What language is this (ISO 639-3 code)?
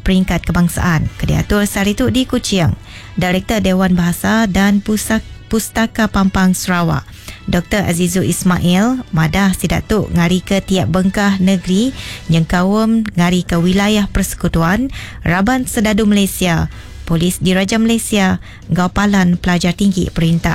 iba